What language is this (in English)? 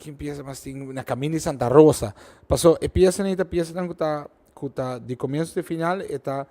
Papiamento